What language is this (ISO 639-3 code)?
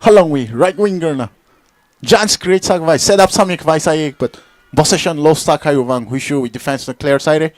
nmf